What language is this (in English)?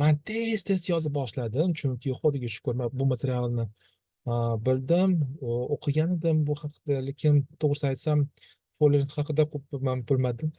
Uzbek